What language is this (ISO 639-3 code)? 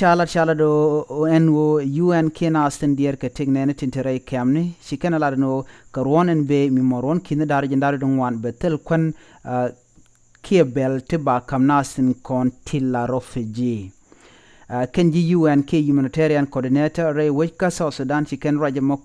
nus